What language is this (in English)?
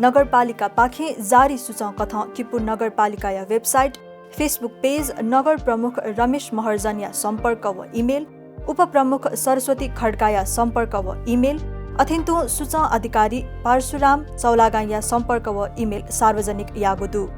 Newari